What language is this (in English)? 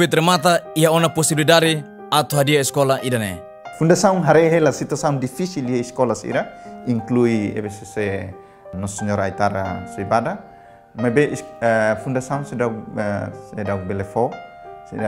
Tetum